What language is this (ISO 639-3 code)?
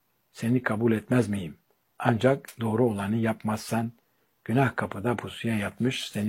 tur